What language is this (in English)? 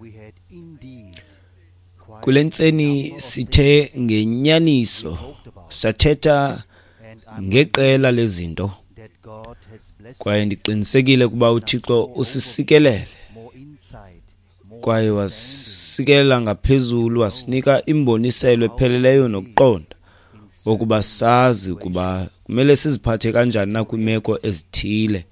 Xhosa